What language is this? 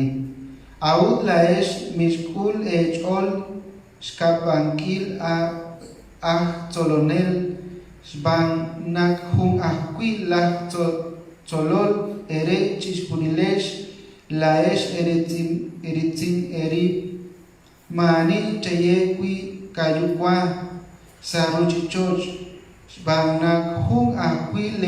Kekchí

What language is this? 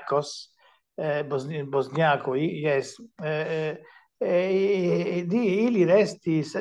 Esperanto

